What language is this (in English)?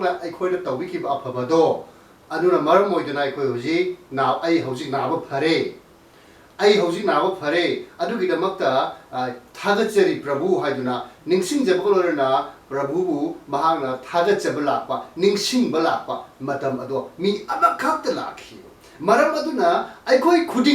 Manipuri